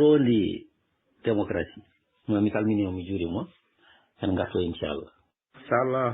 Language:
Fula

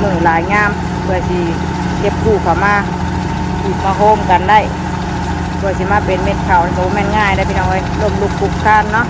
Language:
Northeastern Thai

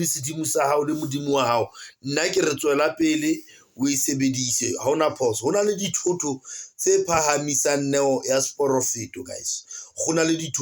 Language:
Southern Sotho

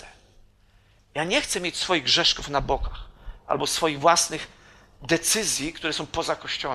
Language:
Polish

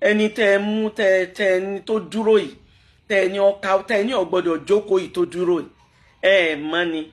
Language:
Yoruba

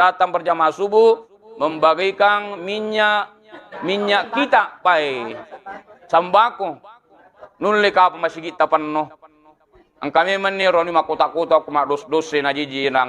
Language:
Buginese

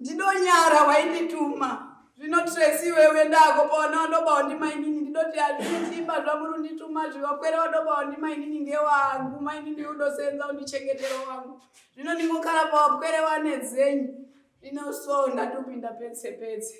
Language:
Shona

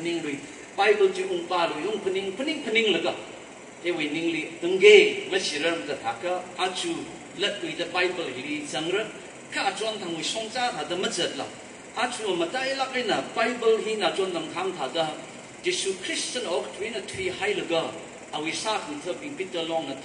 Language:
Tangkhul Naga (India)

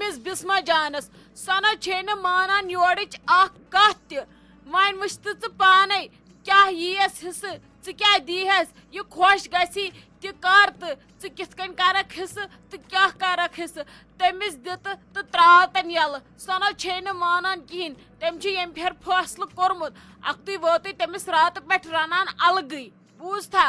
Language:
Kashmiri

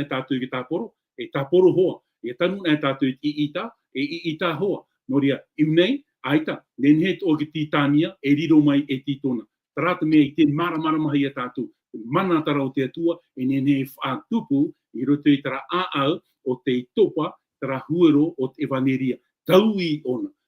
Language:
Tahitian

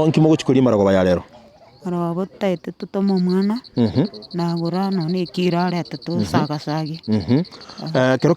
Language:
Gusii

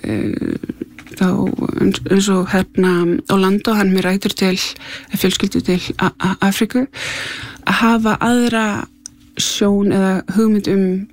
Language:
Icelandic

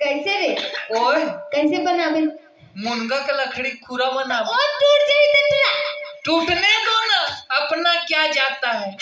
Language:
Chhattisgarhi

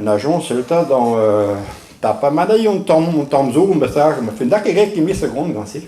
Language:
Breton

